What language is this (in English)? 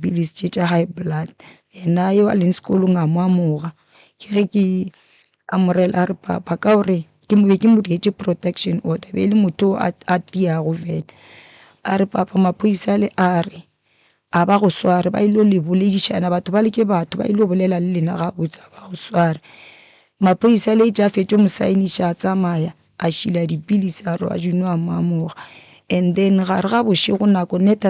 Northern Sotho